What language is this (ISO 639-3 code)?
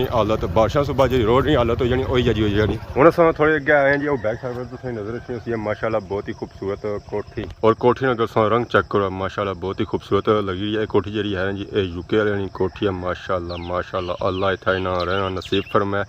phr